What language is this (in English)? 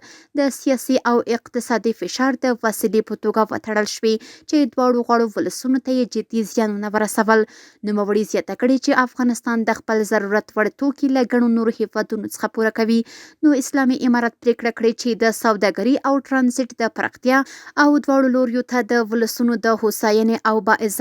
Pashto